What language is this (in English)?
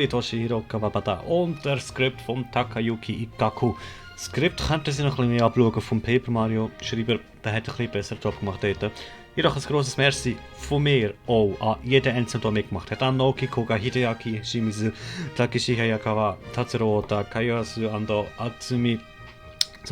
Swiss German